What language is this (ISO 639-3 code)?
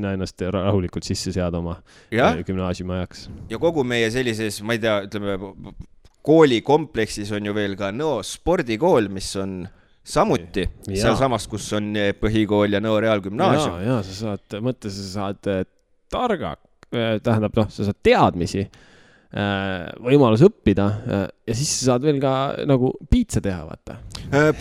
est